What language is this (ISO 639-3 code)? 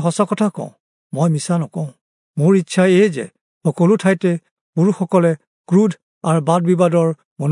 asm